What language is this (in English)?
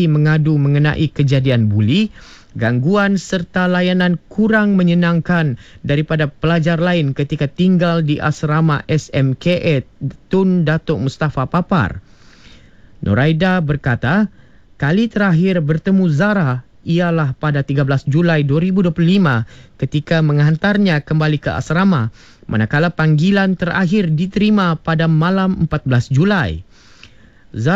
Malay